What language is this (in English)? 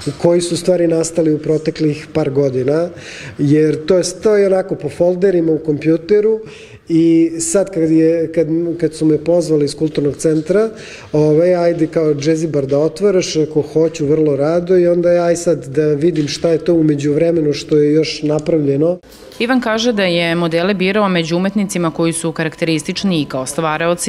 Serbian